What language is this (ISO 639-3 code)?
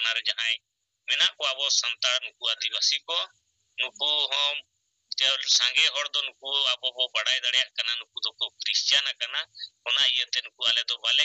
sat